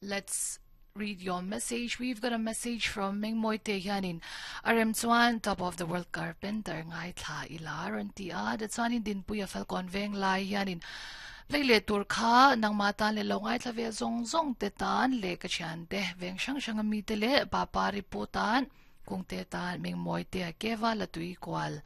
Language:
Mizo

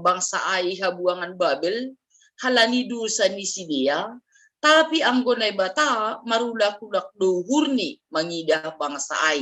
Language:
Batak Simalungun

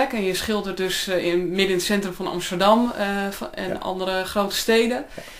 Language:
Dutch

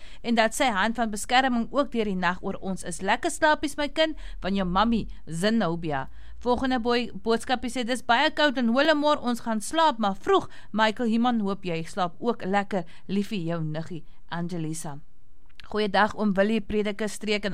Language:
Afrikaans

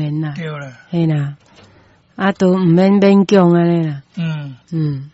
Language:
Min Nan Chinese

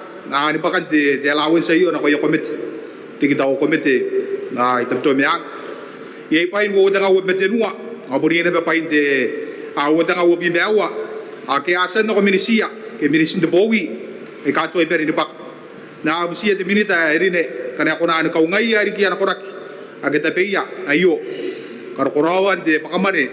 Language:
Gilbertese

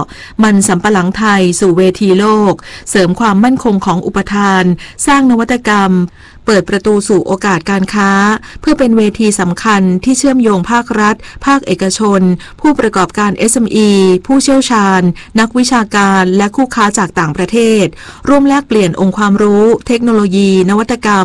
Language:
Thai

